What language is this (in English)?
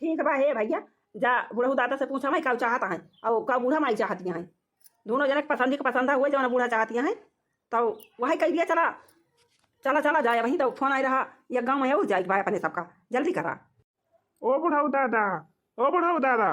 Awadhi